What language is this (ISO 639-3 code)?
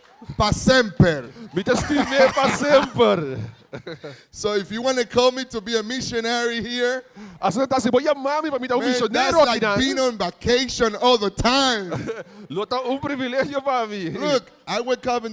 pap